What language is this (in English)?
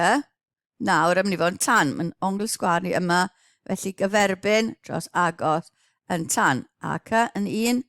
Welsh